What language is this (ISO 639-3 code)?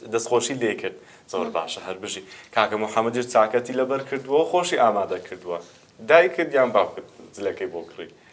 ckb